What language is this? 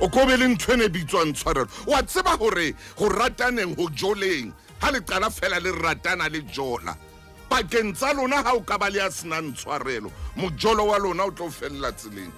Southern Sotho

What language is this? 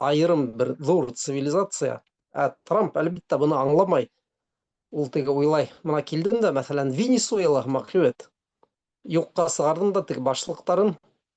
Bashkir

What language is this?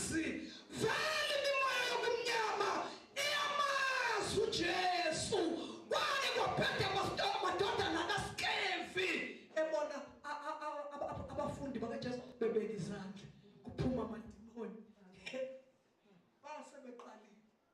Zulu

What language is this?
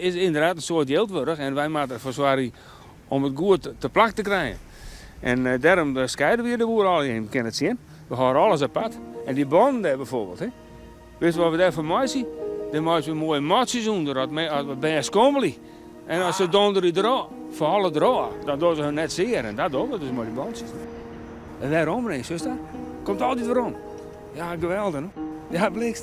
Western Frisian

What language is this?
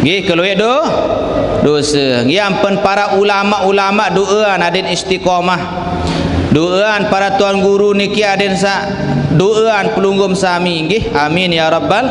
Sasak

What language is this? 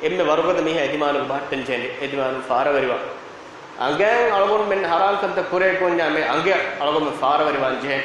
Divehi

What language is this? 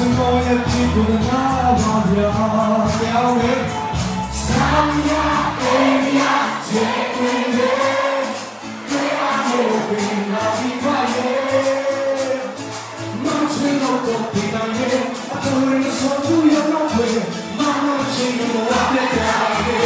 Burmese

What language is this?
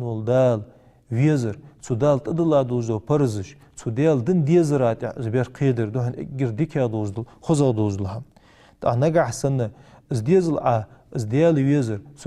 Ingush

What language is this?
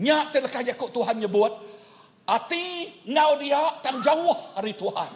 Iban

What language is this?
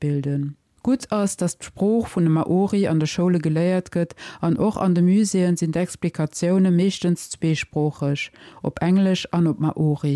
Luxembourgish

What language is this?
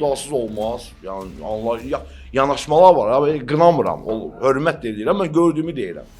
Azerbaijani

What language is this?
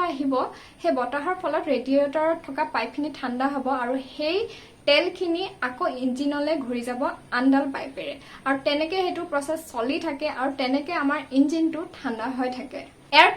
Assamese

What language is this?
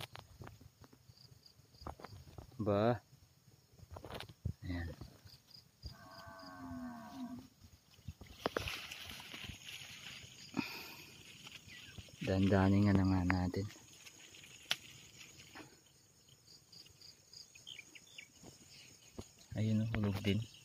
Filipino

